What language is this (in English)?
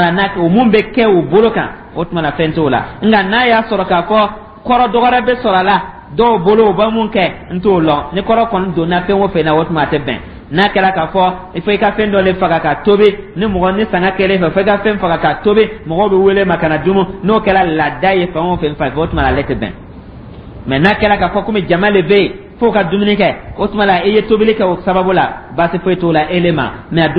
Dyula